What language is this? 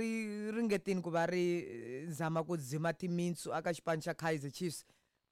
Tsonga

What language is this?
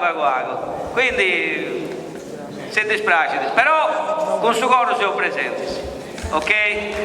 Sardinian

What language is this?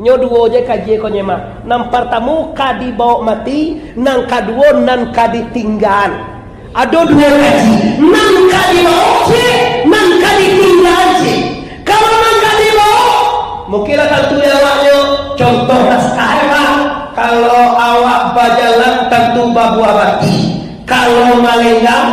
Minangkabau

